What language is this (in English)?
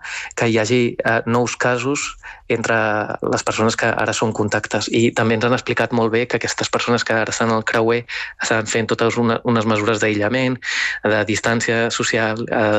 Catalan